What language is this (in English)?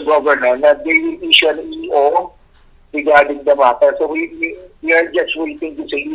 Hiligaynon